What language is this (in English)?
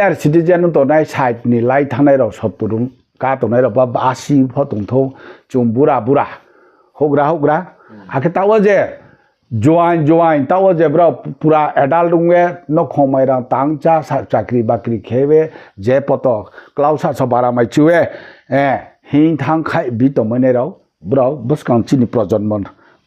Riang (India)